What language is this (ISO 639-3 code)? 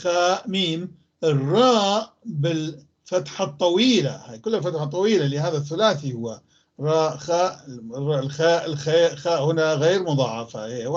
apc